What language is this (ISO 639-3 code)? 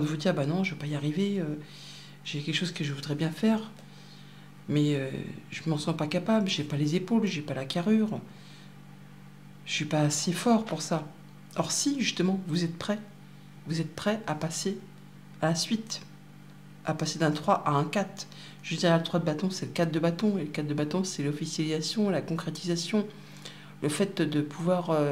fra